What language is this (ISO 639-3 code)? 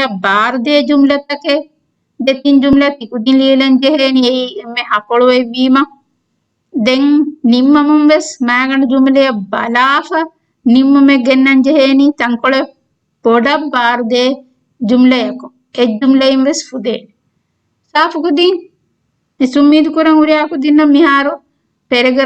div